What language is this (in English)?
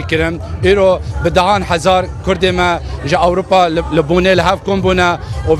Kurdish